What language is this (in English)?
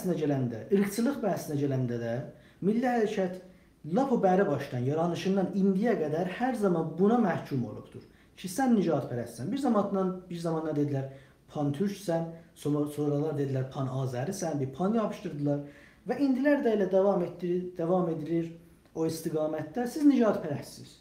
South Azerbaijani